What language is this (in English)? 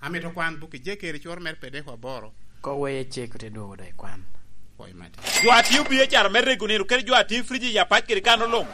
Lango (Uganda)